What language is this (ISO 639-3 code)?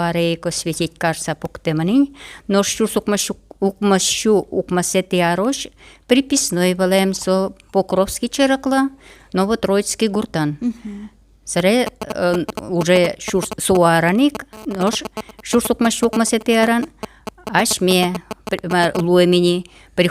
udm